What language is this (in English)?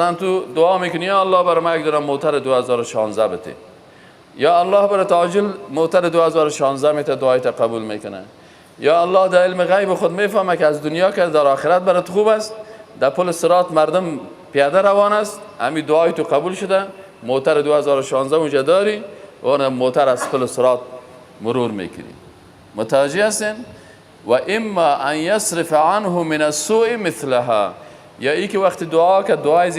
Persian